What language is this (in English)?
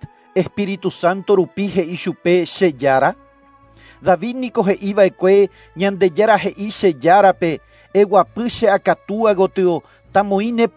Guarani